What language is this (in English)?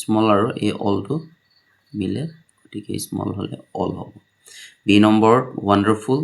Assamese